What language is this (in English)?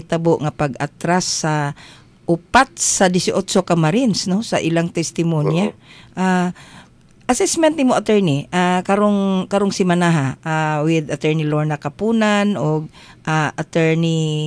Cebuano